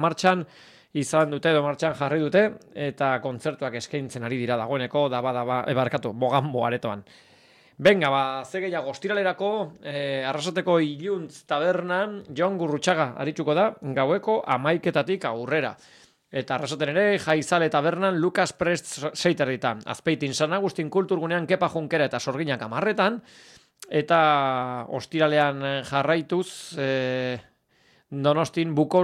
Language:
Basque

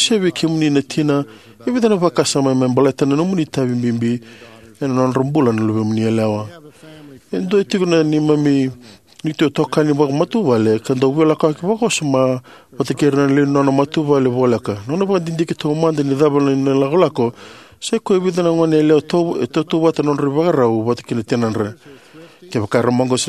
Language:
Fijian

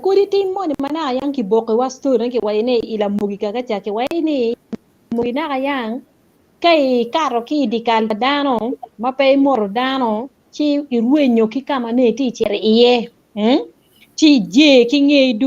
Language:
Acoli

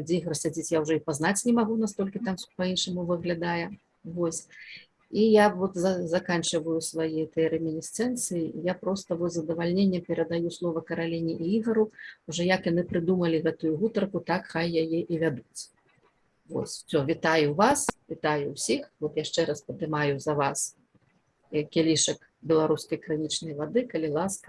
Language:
Belarusian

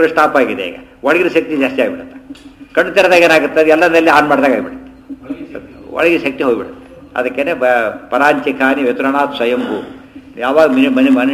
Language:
Kannada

